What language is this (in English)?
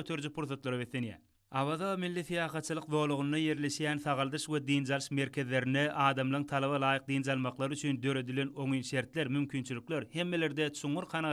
Turkmen